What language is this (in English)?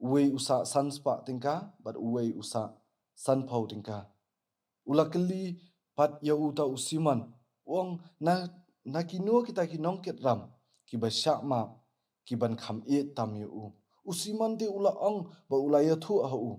Khasi